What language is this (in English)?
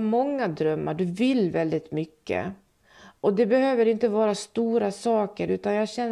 Swedish